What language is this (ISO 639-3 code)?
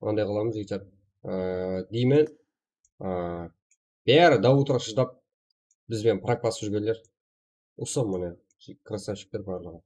kaa